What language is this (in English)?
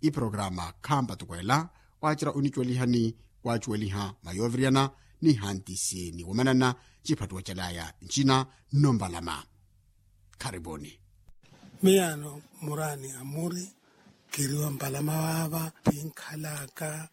Makhuwa